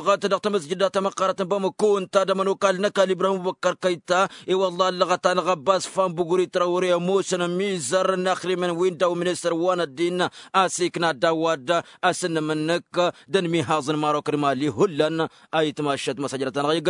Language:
Tamasheq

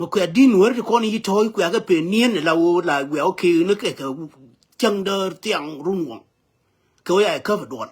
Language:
Nuer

